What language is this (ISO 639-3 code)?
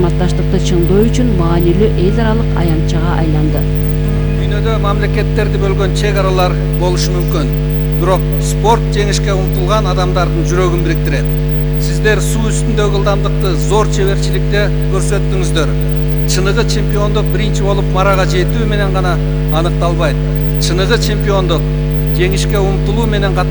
kir